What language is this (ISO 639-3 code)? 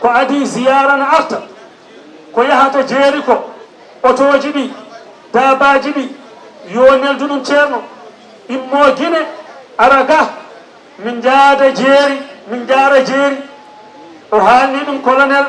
ful